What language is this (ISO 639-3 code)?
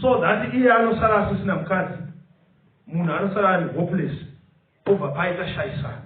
sna